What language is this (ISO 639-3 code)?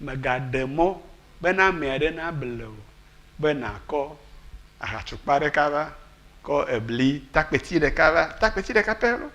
ewe